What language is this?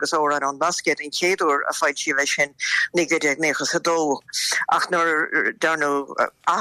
Irish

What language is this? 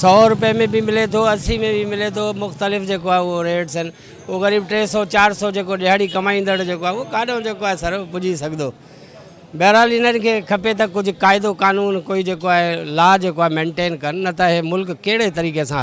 Sindhi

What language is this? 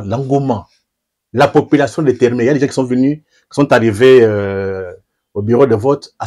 French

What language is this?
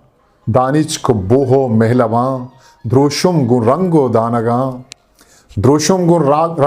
Eastern Balochi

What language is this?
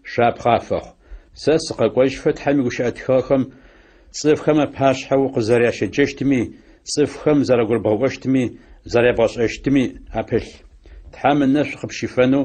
Adyghe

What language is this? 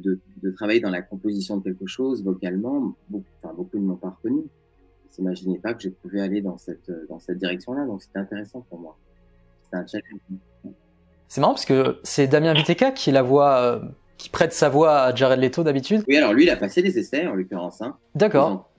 French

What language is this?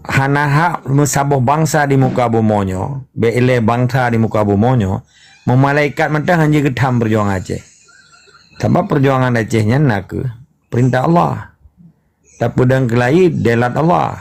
Achinese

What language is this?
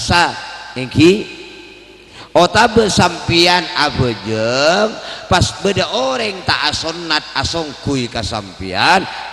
Madurese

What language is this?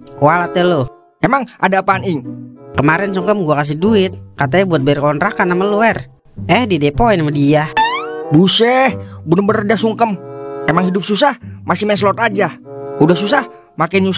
Betawi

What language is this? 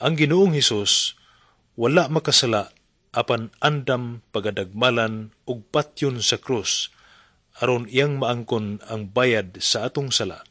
Cebuano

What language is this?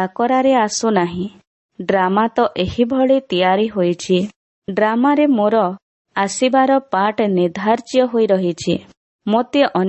Odia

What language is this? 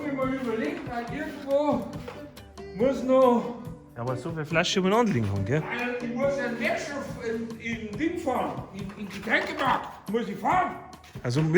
Bavarian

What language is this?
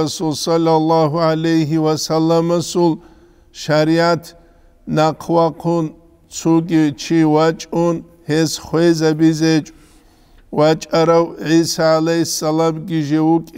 Avaric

